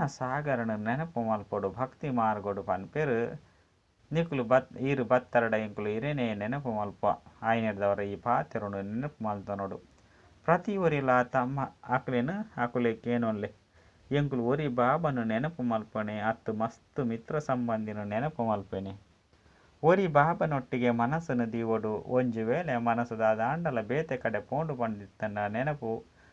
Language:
Tulu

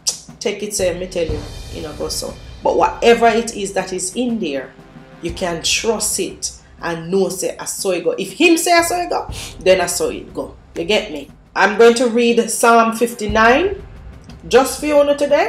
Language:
Jamaican Creole English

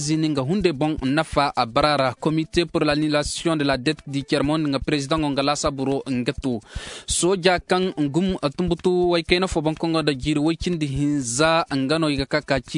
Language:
Zarma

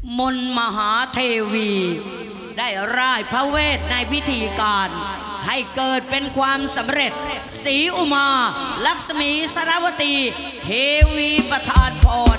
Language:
Thai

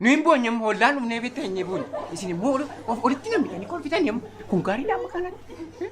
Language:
Oromo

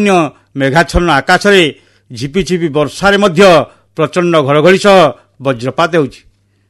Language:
Odia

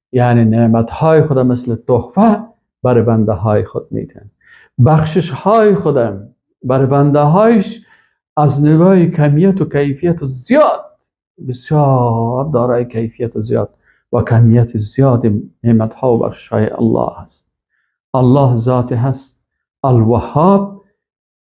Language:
Persian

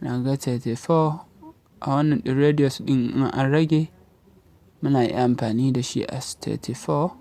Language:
Hausa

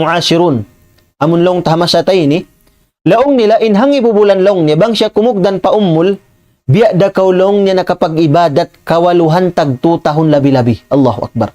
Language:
Tausug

